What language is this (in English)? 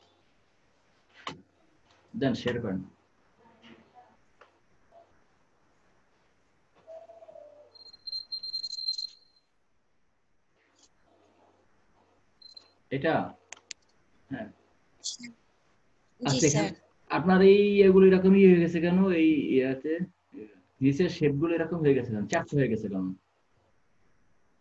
Bangla